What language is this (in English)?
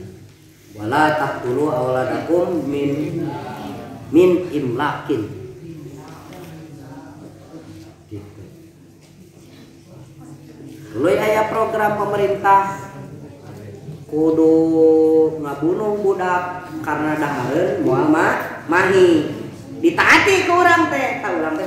Sundanese